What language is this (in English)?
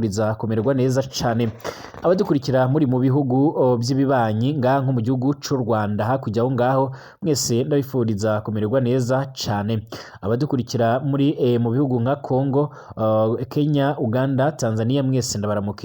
Rundi